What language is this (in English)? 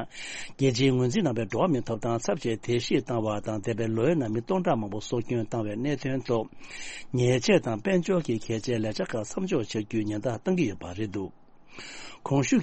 Tibetan